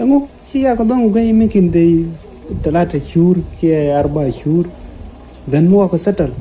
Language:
Nuer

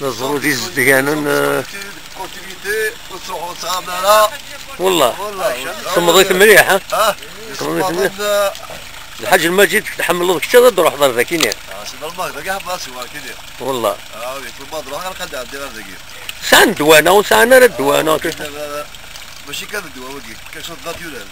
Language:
Kabyle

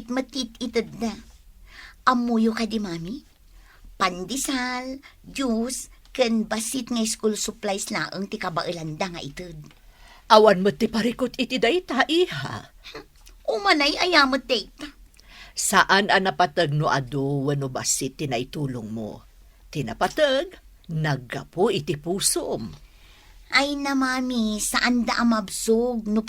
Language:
Iloko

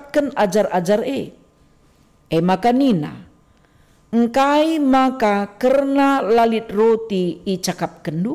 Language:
Batak Karo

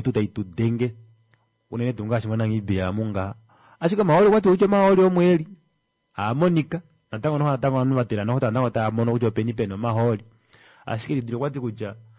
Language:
Kuanyama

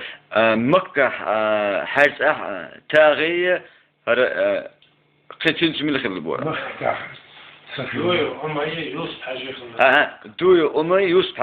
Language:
Chechen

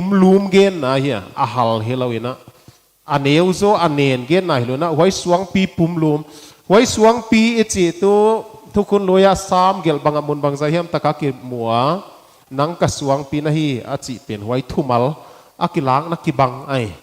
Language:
Paite Chin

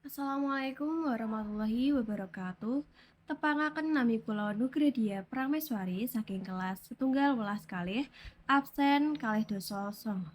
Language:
Javanese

